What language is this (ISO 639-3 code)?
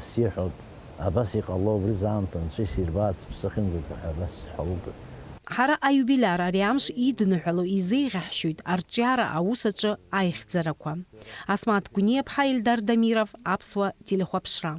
abk